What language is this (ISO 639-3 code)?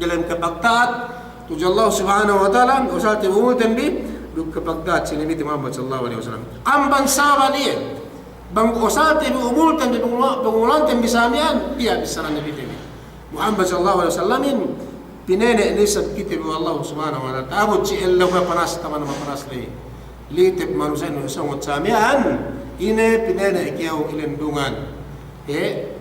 yka